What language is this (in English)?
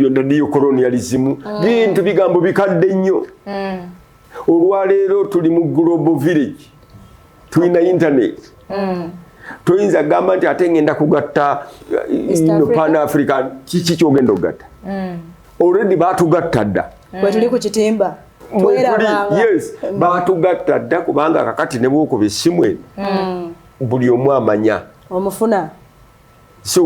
Ganda